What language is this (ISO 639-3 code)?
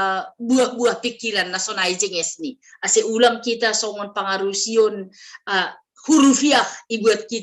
bts